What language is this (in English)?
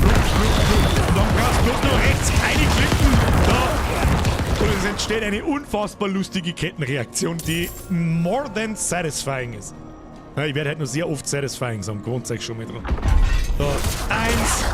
Bavarian